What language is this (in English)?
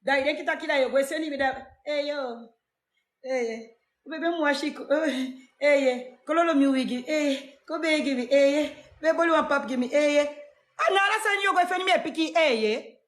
Sranan Tongo